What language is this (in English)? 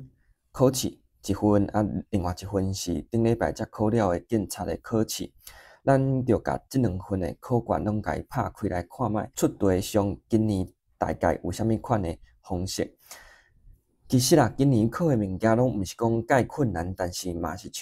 Min Nan Chinese